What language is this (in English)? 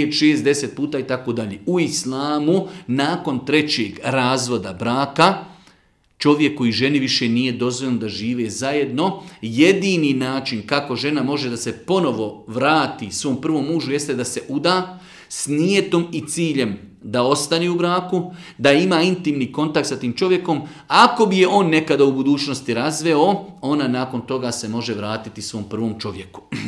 Bosnian